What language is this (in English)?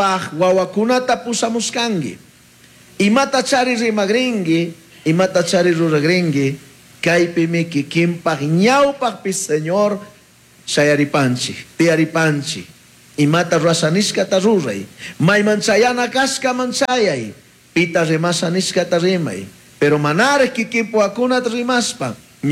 Chimborazo Highland Quichua